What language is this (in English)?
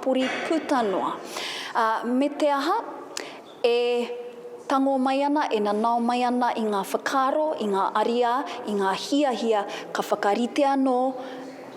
Māori